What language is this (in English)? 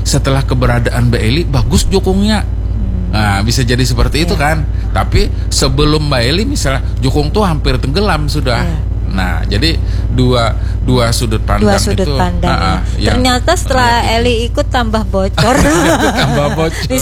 Indonesian